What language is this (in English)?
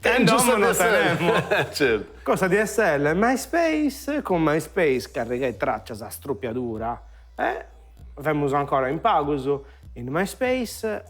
Sardinian